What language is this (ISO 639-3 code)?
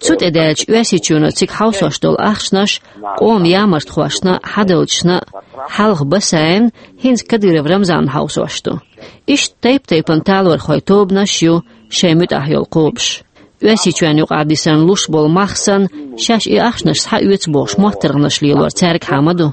che